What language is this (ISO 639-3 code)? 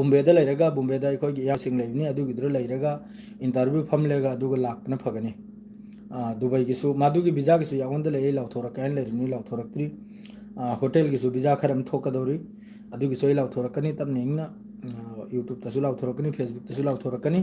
mni